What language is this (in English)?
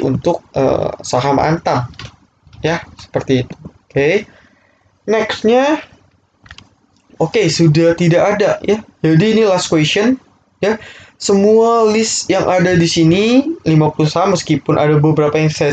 Indonesian